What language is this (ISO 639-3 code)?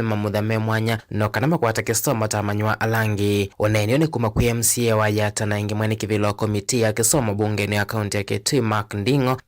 kam